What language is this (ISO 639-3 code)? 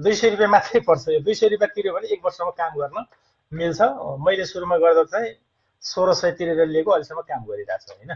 nep